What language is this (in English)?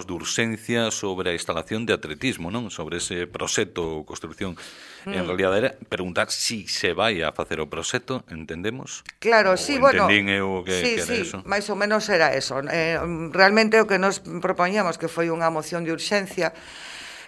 Galician